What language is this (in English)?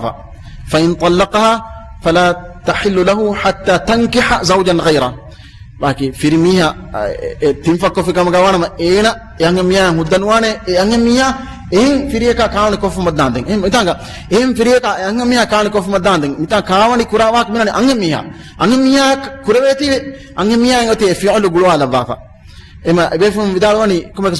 Divehi